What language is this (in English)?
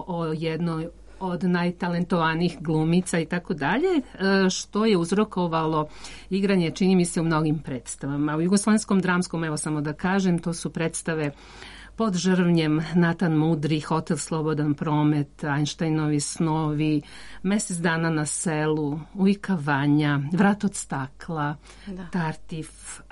Serbian